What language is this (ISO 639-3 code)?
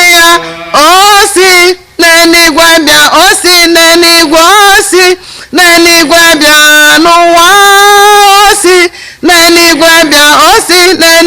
ibo